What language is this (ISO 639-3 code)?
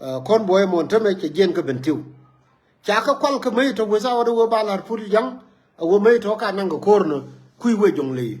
nus